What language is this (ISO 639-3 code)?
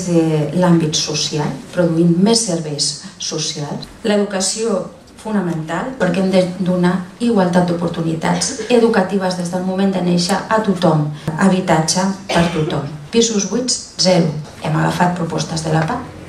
cat